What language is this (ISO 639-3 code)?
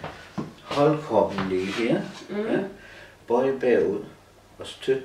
dan